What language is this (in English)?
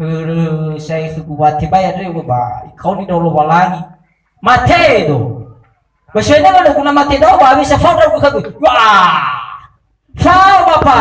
Nias